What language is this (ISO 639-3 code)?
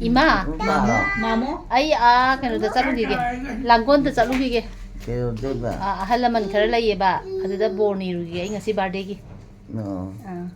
mni